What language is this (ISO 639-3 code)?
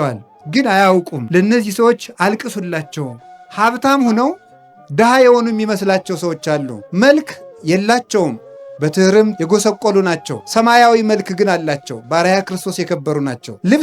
amh